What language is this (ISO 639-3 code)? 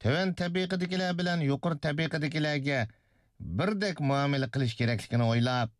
uig